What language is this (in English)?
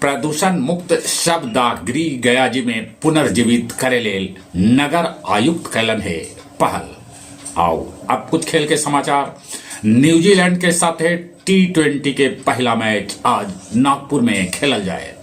Magahi